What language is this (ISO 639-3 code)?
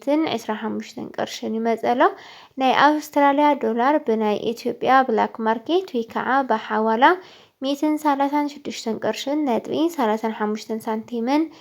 tir